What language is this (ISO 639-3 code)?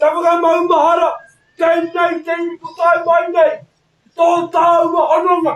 mri